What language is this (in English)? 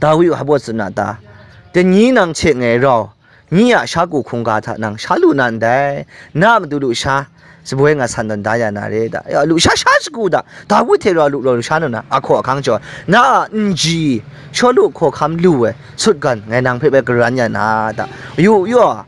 Kachin